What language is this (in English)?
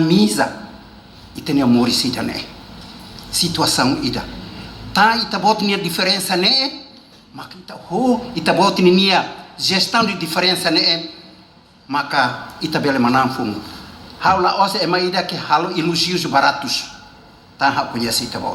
Tetum